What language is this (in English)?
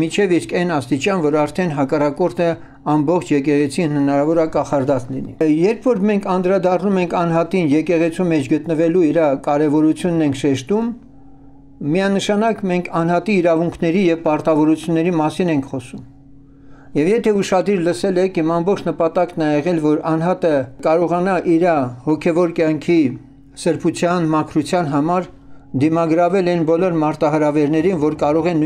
Armenian